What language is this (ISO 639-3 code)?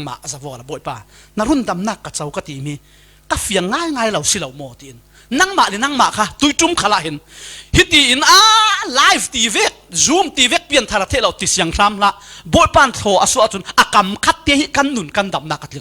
cfm